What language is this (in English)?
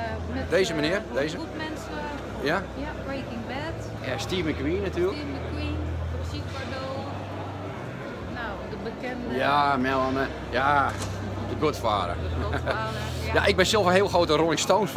Dutch